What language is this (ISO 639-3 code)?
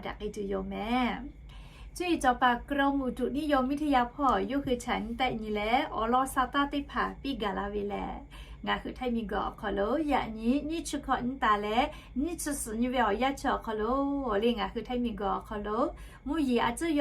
lhu